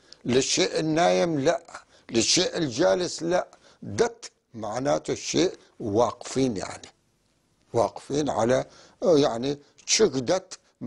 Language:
North Levantine Arabic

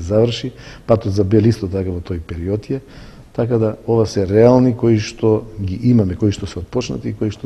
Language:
Macedonian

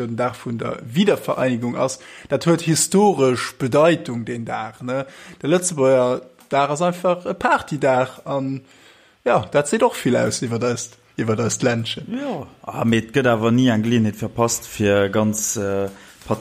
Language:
Luxembourgish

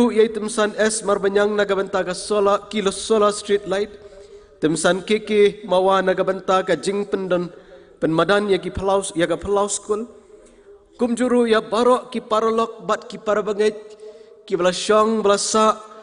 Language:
Khasi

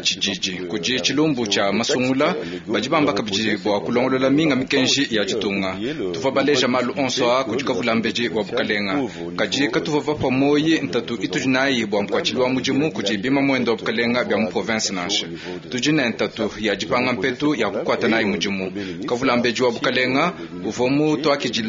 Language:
Luba-Lulua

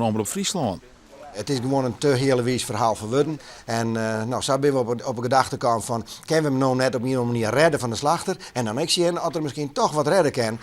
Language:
Western Frisian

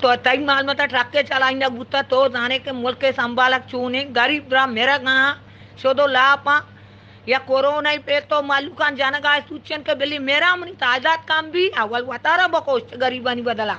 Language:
Eastern Balochi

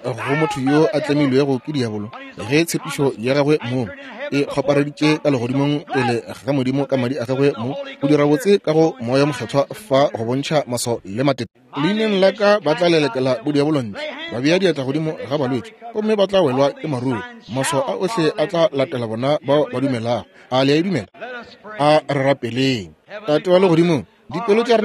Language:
Northern Sotho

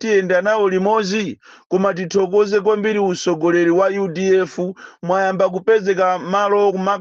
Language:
Nyanja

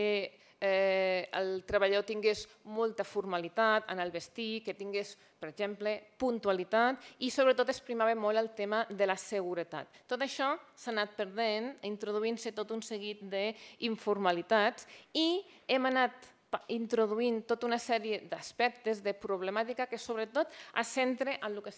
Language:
Catalan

